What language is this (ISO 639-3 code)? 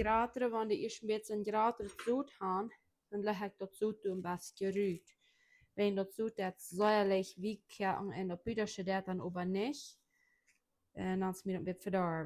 pdt